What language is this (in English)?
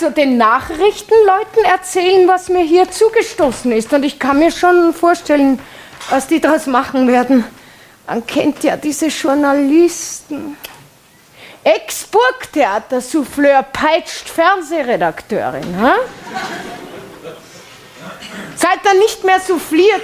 German